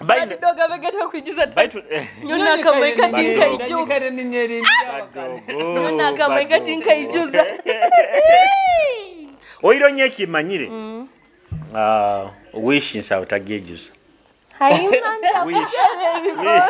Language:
Nyoro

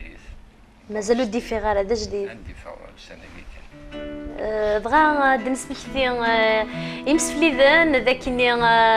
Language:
Kabyle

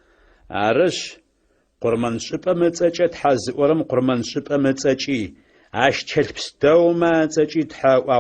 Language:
Adyghe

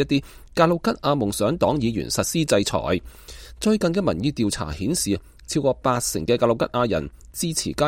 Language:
Cantonese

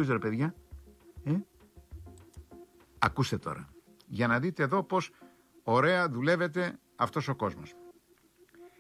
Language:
Greek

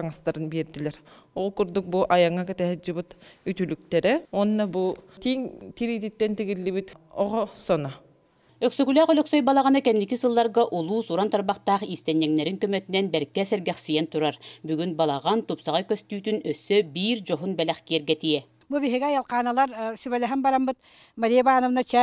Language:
Yakut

